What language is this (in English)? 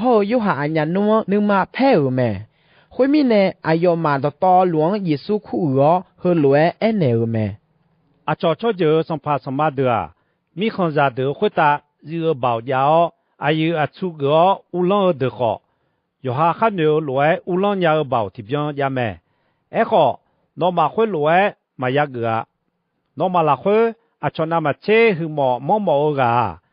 Akha